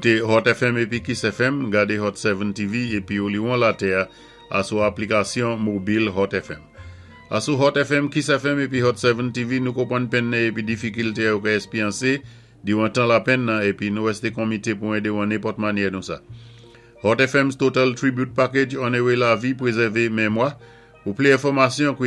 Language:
Saint Lucian Creole French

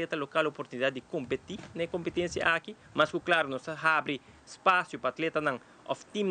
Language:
Papiamento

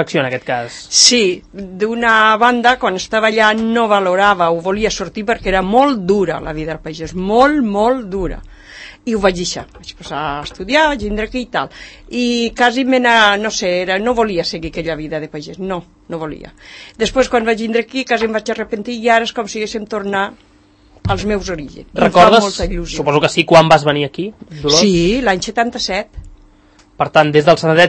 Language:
Catalan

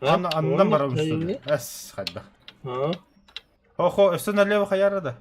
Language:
Yakut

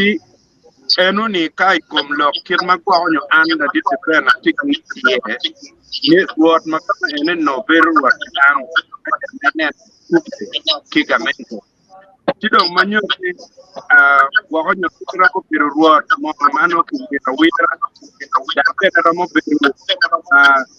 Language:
Acoli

